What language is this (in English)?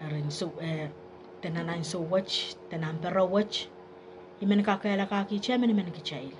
Pohnpeian